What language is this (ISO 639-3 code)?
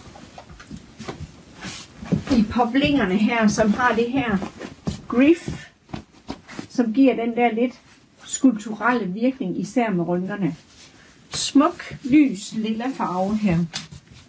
dan